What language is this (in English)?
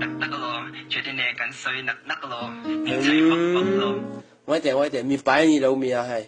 Mizo